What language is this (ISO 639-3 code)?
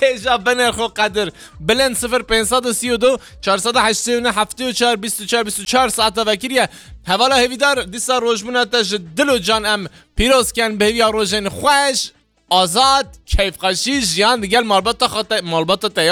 kur